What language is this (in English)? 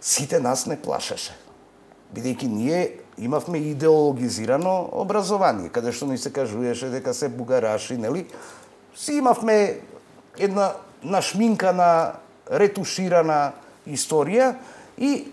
Macedonian